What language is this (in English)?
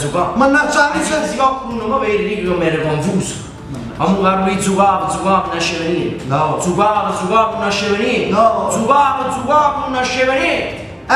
Neapolitan